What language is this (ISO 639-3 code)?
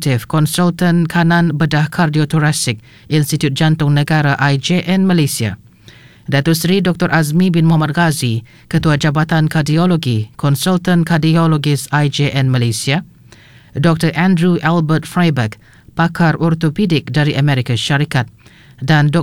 msa